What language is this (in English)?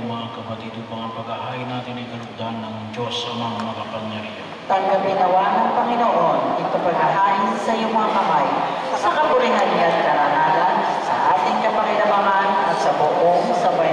Filipino